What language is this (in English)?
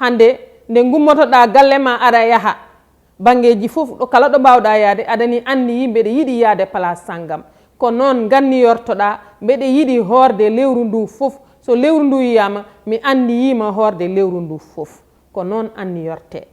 Fula